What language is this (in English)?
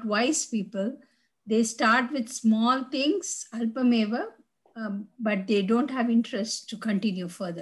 Sanskrit